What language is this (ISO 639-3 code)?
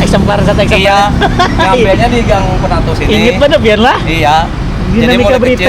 bjn